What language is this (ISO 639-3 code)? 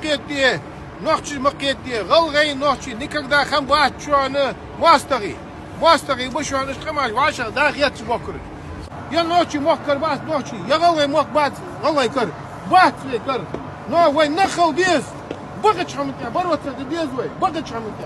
inh